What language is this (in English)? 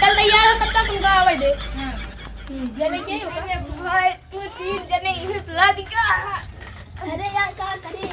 Awadhi